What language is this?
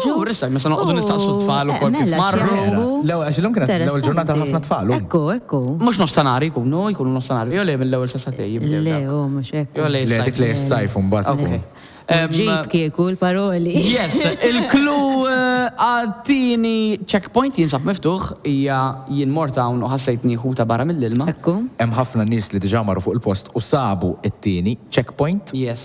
Maltese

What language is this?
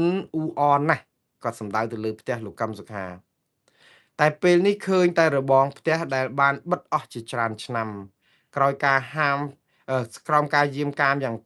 Khmer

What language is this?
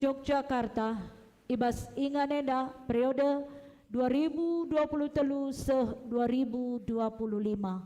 Batak Karo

